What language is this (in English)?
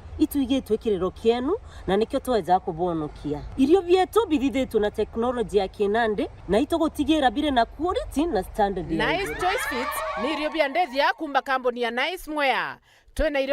Meru